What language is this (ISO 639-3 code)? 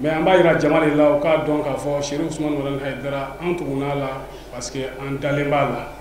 bam